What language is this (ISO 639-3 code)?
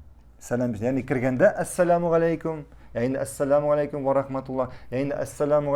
tat